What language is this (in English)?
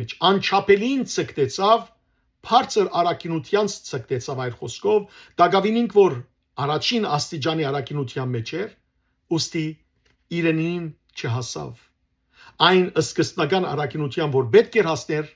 Western Armenian